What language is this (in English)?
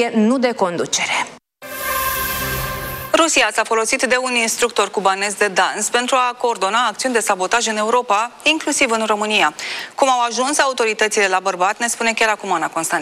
Romanian